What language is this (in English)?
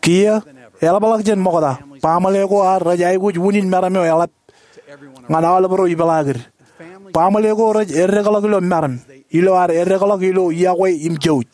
Marshallese